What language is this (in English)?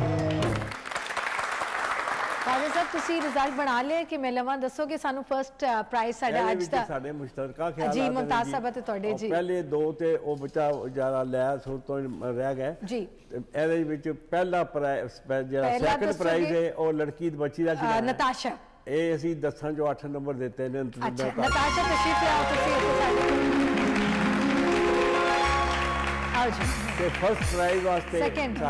Punjabi